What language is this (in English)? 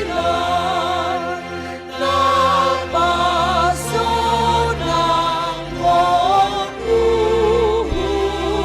Batak Simalungun